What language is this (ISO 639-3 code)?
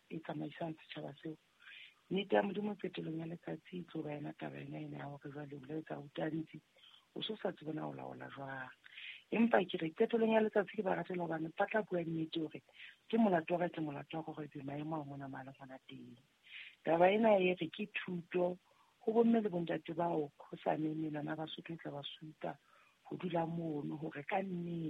sot